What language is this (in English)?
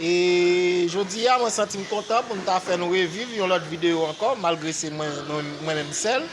Haitian Creole